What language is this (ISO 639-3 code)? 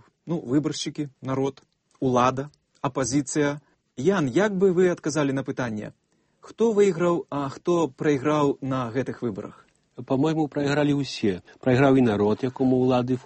bel